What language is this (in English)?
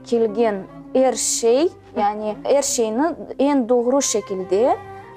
Crimean Tatar